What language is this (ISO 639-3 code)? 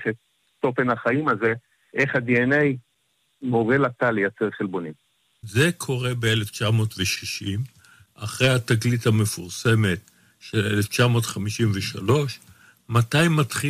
heb